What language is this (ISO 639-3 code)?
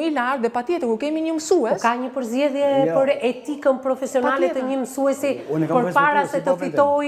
sqi